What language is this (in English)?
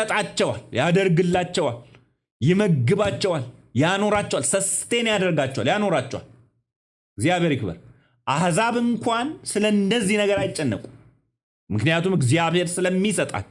Amharic